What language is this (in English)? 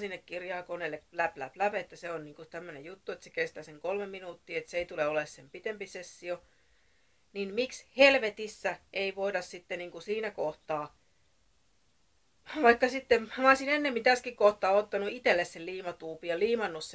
Finnish